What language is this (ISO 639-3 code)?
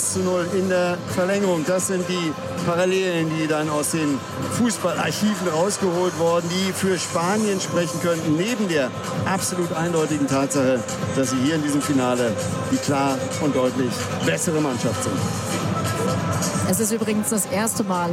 deu